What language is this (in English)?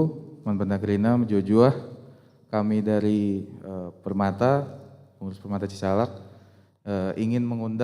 Batak Karo